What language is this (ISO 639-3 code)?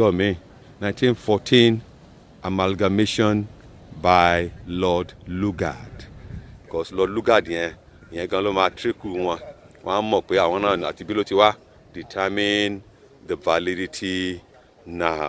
yor